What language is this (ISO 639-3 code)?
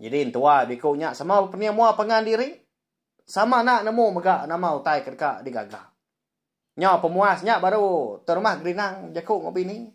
iba